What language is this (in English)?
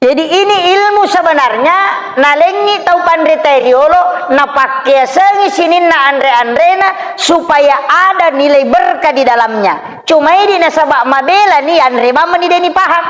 Buginese